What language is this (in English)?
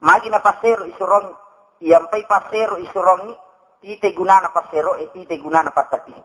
Buginese